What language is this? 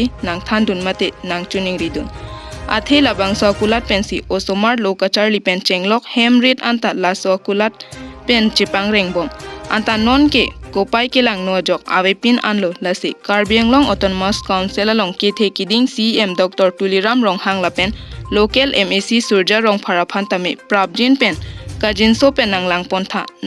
Karbi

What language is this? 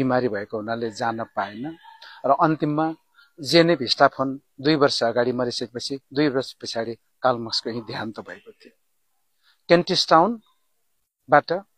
Nepali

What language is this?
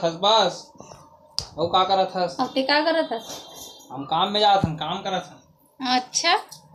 Chhattisgarhi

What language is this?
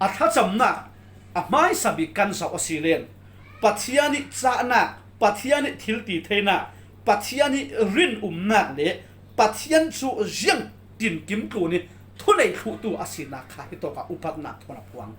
Falam Chin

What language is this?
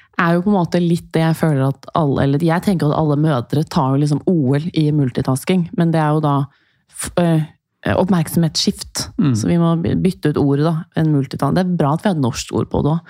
Norwegian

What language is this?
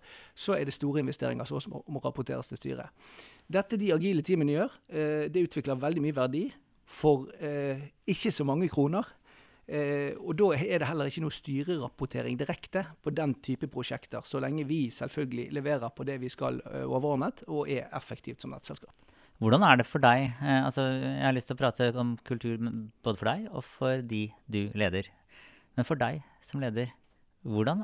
Norwegian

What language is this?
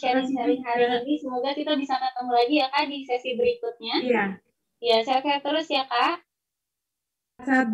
Indonesian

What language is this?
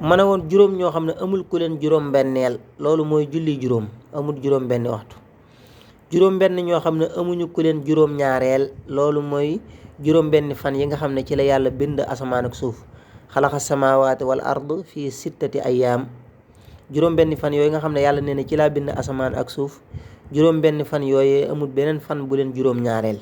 Wolof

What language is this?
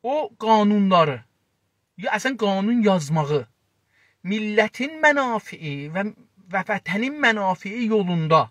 South Azerbaijani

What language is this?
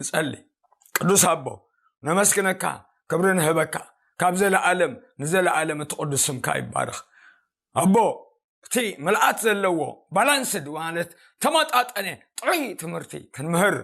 Tigrinya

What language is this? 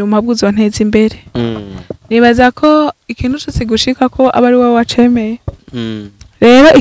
Rundi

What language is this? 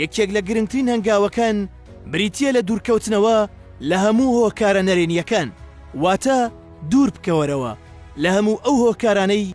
Central Kurdish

